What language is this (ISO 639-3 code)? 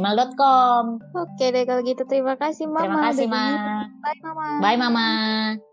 ind